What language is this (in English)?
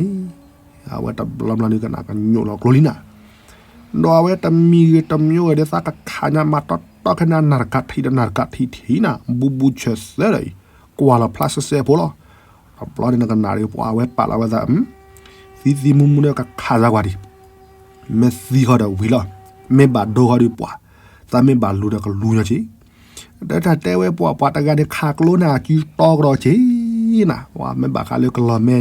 S'gaw Karen